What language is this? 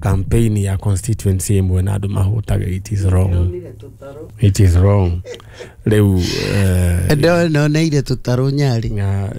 Kikuyu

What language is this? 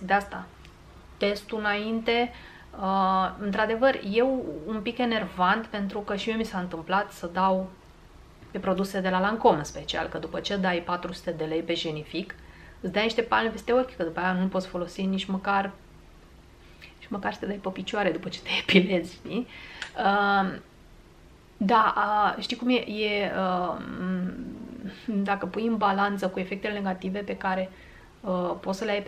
Romanian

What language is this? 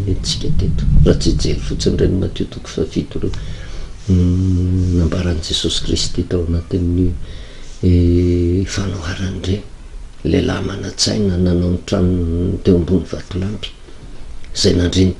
Malagasy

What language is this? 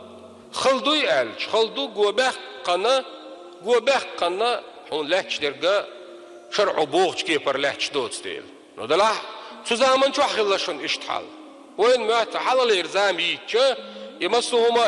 Chechen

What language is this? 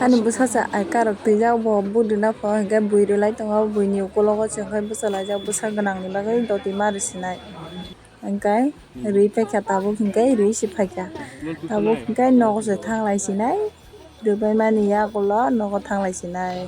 Kok Borok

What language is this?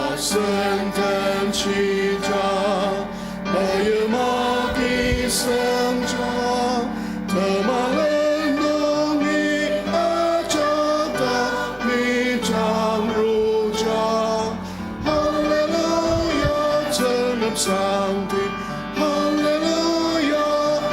Ao Naga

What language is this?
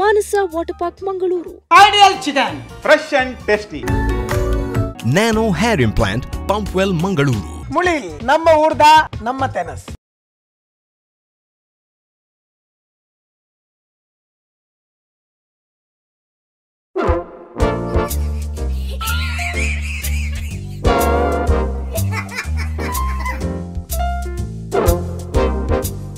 Tulu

